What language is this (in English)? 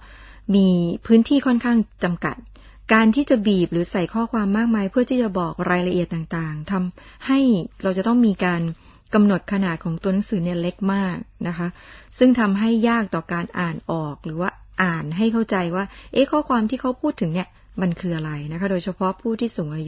Thai